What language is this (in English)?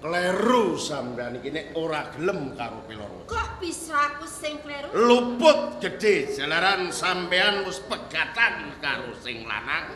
Javanese